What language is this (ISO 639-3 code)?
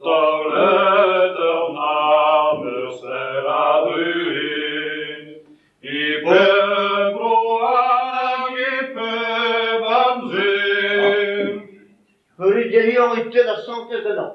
bre